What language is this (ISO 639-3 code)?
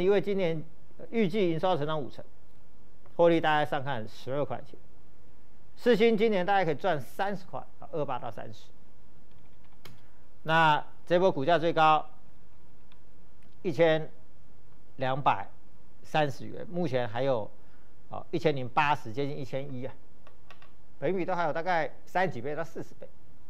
zho